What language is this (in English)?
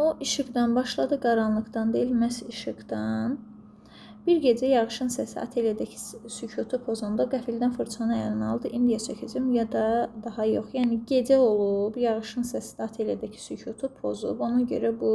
Azerbaijani